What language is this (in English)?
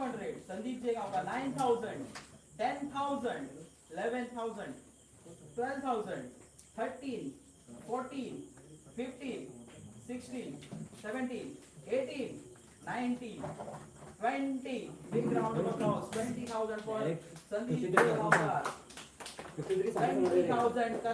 Konkani